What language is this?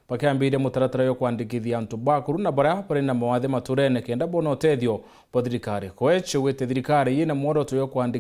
Meru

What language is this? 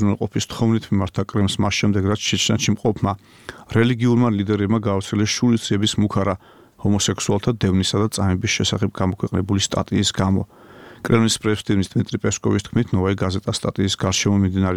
Georgian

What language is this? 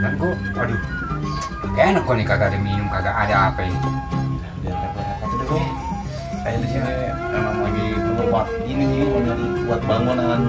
Betawi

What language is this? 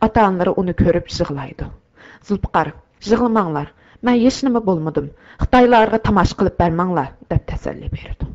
Uyghur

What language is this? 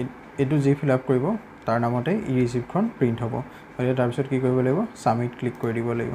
Assamese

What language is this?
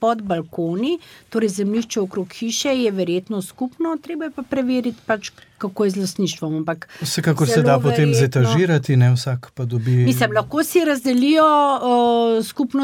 Slovenian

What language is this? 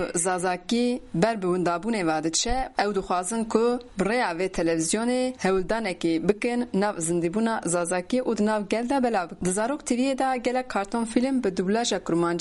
Kurdish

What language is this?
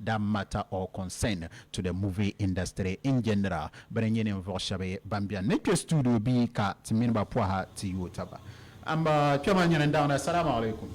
Dagbani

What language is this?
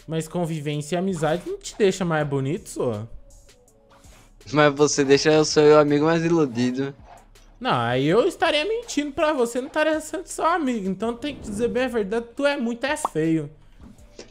Portuguese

